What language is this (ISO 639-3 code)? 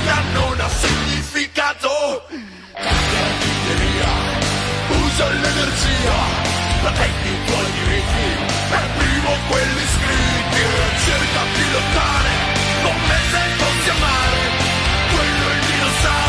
ita